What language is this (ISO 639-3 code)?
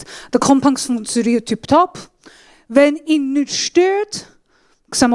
gsw